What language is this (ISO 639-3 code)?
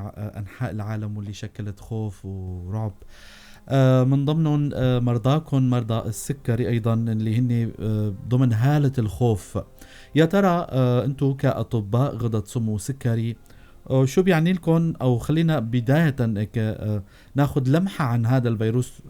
apc